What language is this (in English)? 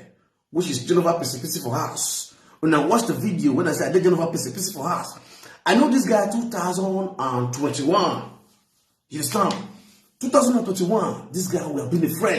Nigerian Pidgin